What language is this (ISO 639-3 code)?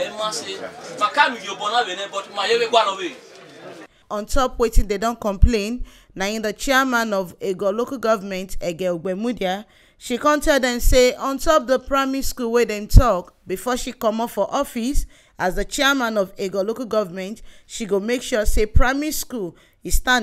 pcm